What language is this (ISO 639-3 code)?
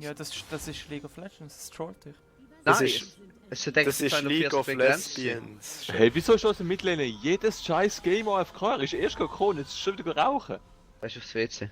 gsw